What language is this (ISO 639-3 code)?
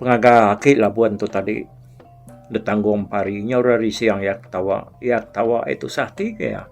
iba